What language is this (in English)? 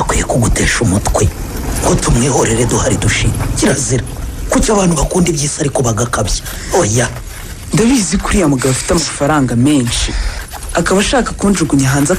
Kinyarwanda